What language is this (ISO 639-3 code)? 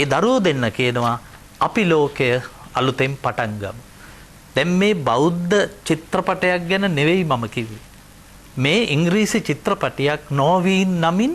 sin